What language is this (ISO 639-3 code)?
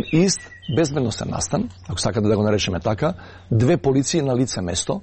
mkd